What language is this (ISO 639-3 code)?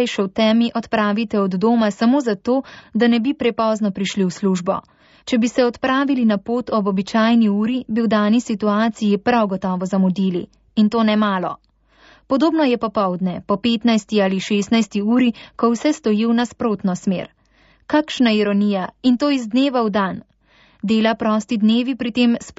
slv